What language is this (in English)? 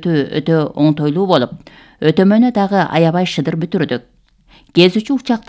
Kyrgyz